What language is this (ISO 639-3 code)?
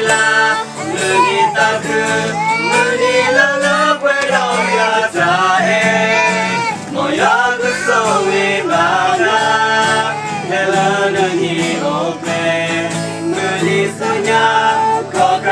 ksw